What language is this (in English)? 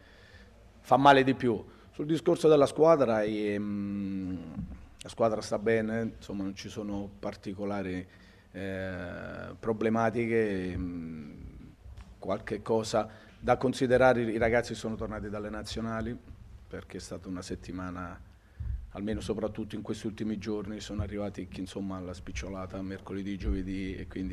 Italian